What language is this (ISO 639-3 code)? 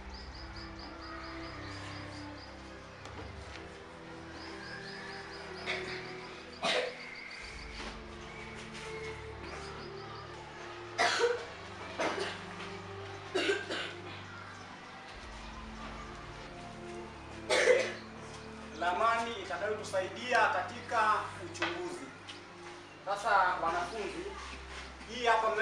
swa